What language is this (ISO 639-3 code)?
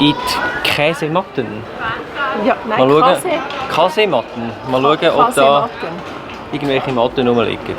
gsw